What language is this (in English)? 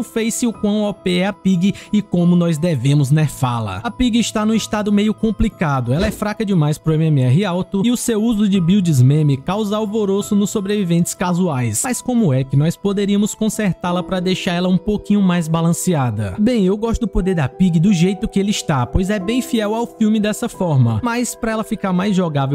Portuguese